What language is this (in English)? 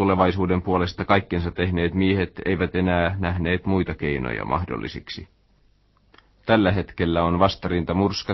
Finnish